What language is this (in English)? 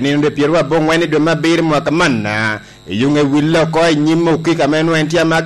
Lango (Uganda)